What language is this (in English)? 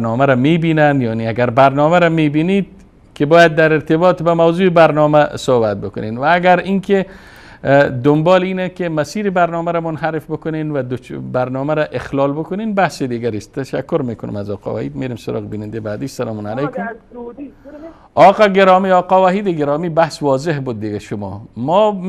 Persian